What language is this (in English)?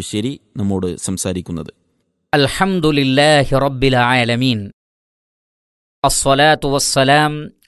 Malayalam